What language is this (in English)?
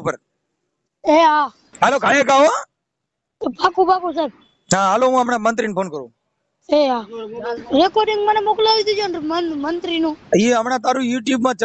Gujarati